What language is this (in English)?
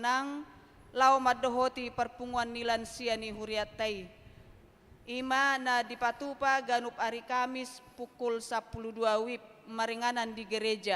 Batak Toba